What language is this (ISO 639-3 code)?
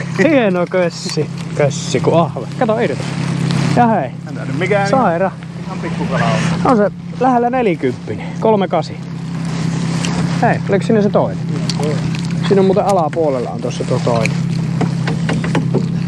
fin